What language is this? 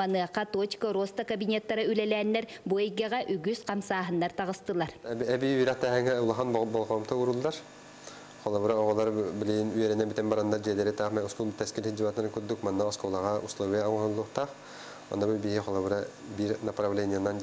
Yakut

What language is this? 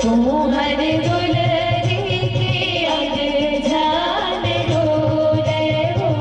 Chhattisgarhi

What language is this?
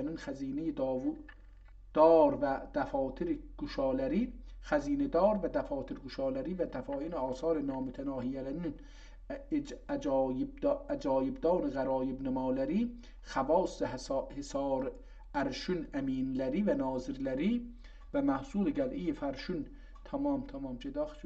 South Azerbaijani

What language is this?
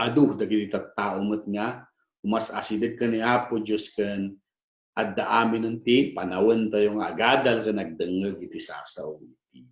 Iloko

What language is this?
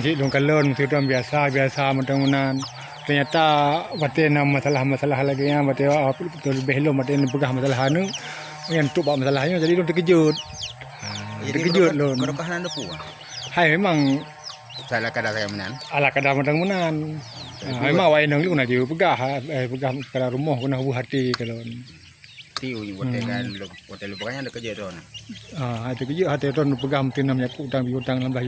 Achinese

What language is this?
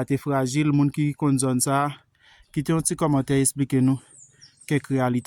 Haitian Creole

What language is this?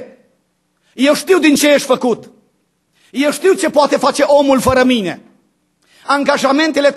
Romanian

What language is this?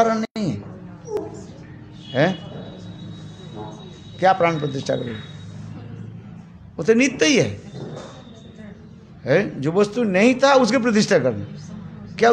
Hindi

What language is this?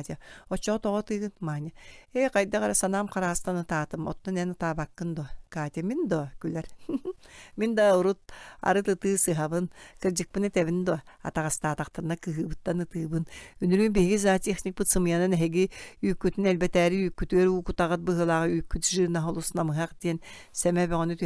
Yakut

